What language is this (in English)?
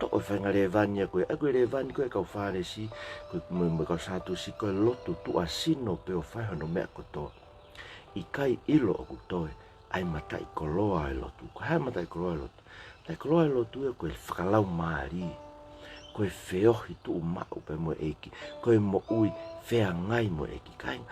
Tongan